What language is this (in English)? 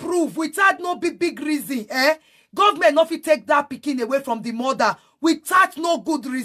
Nigerian Pidgin